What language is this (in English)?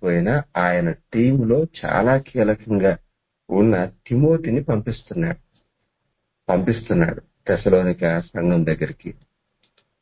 Telugu